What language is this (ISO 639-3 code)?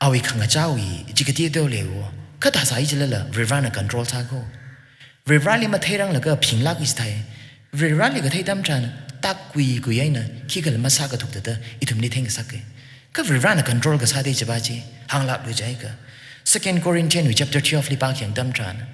nmf